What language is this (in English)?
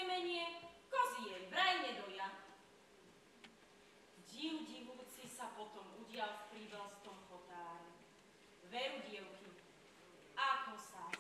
Slovak